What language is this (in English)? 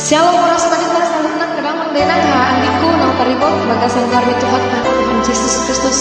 Batak Toba